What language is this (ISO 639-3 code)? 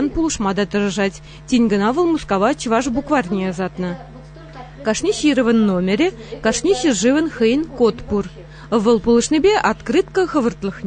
chv